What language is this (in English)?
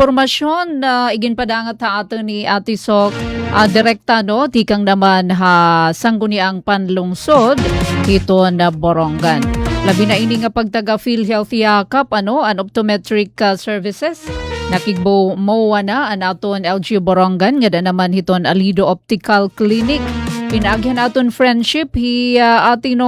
Waray